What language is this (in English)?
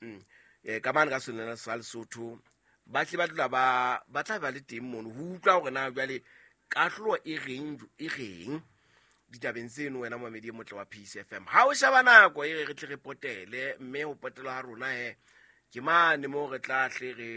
Southern Sotho